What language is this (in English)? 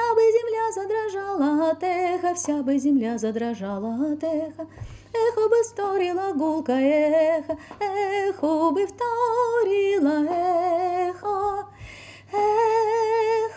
Russian